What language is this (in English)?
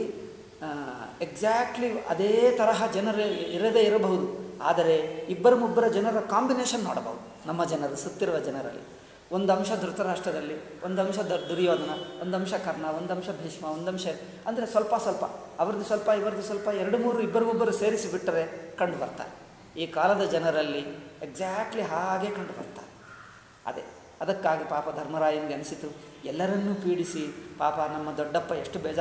Kannada